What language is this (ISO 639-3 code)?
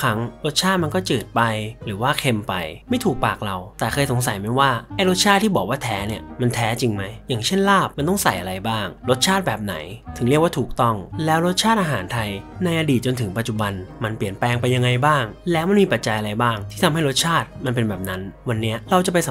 tha